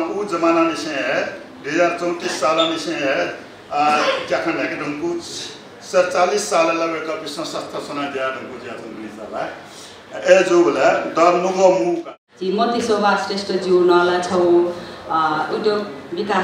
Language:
Newari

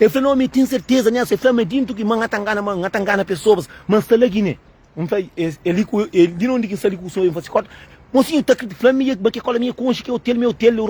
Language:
Kabuverdianu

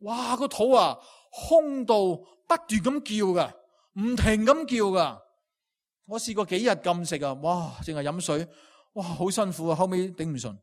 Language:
Cantonese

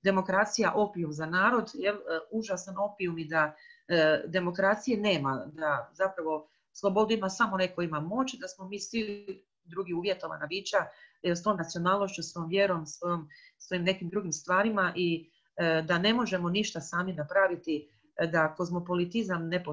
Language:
Croatian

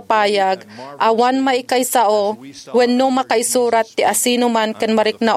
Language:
Iloko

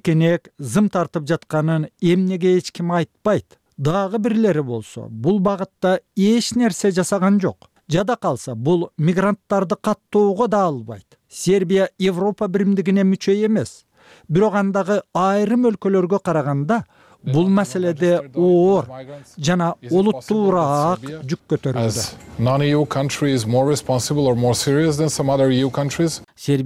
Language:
Kyrgyz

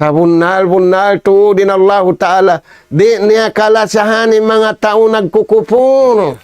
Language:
Tausug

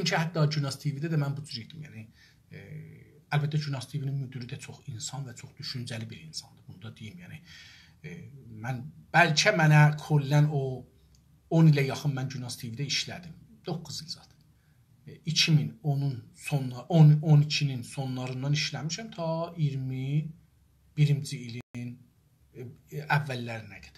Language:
South Azerbaijani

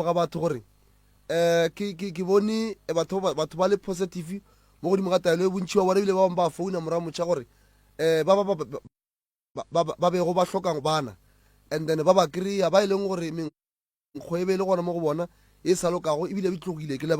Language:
Northern Sotho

